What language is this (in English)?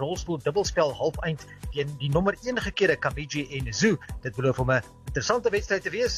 Afrikaans